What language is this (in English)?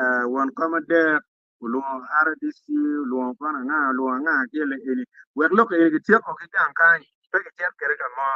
Acoli